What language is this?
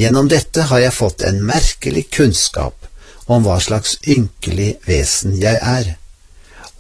Norwegian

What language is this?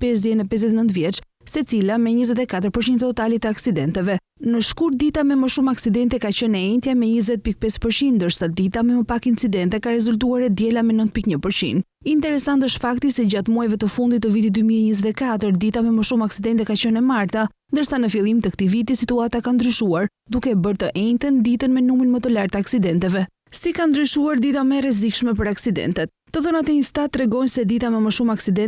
Albanian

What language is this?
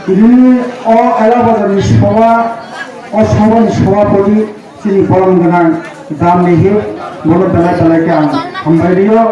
Kok Borok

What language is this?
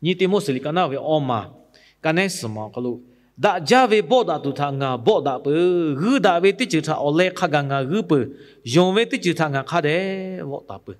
Lahu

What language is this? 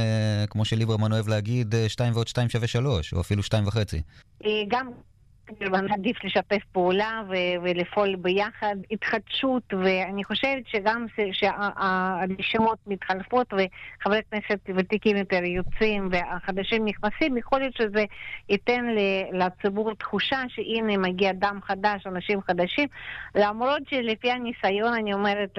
Hebrew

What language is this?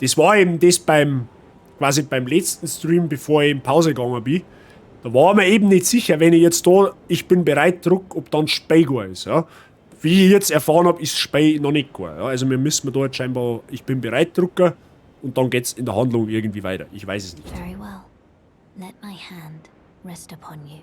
Bavarian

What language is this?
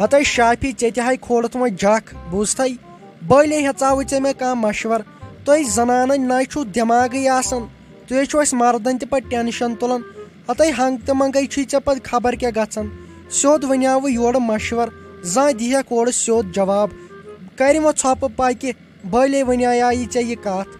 Kashmiri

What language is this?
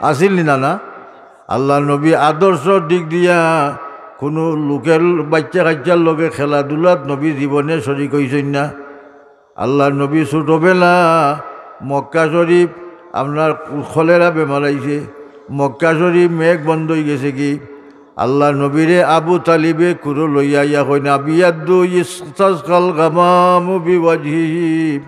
Sylheti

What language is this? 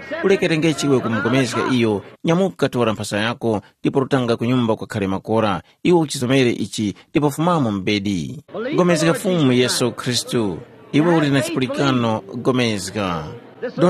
Tumbuka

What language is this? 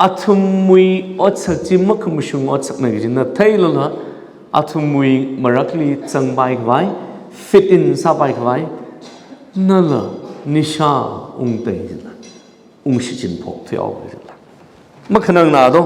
Tangkhul Naga (India)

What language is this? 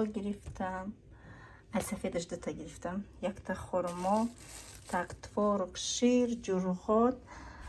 Tajik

